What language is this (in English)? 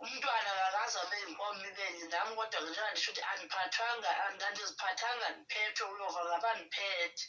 Zulu